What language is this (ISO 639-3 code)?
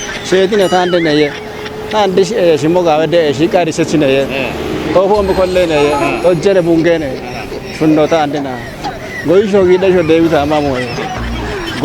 kbr